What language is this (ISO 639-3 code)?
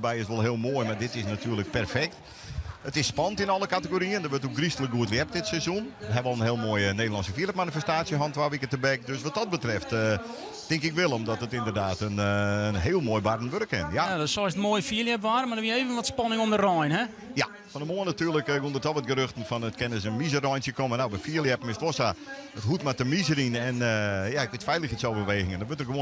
fry